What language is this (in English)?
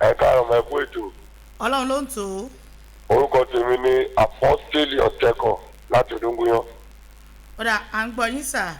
Yoruba